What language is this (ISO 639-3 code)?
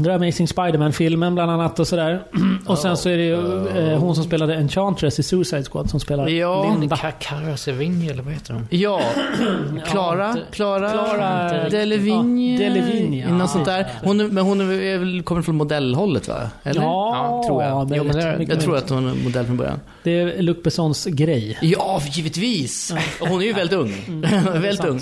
swe